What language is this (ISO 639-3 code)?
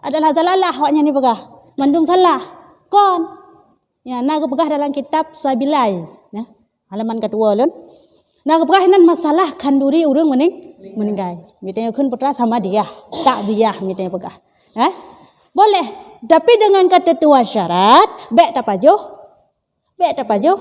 ace